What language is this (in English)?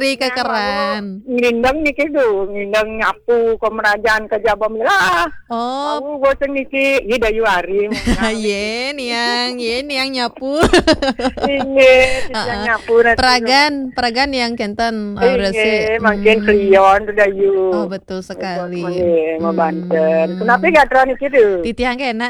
Balinese